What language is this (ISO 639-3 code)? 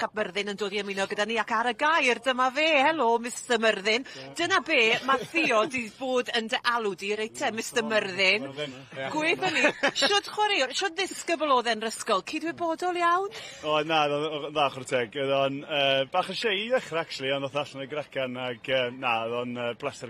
cym